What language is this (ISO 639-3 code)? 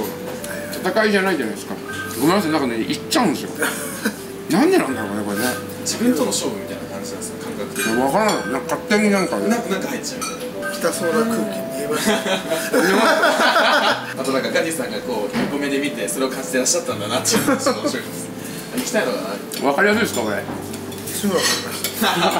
jpn